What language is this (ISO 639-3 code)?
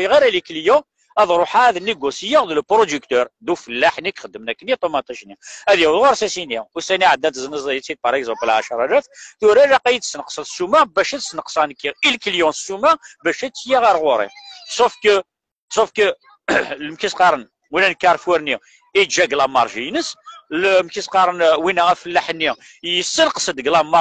kab